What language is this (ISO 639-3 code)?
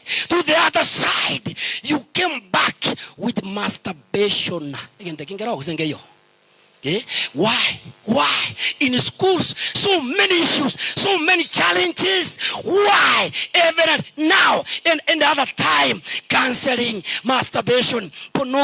guz